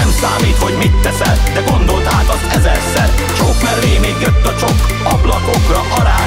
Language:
Hungarian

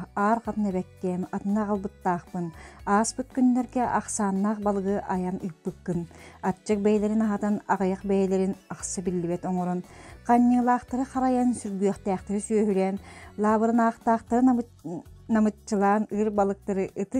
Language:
Yakut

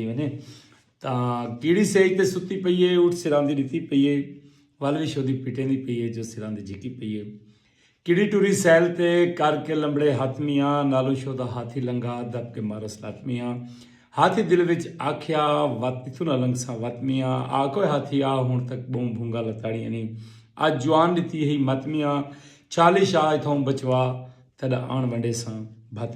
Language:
Saraiki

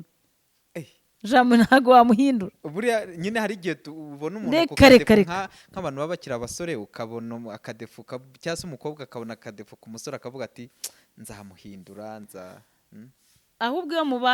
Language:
Kinyarwanda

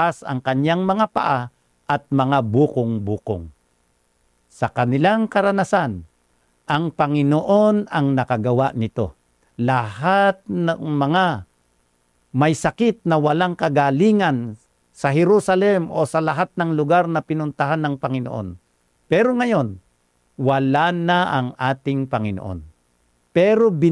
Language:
Filipino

